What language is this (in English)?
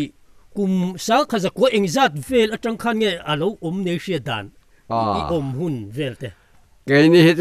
Mizo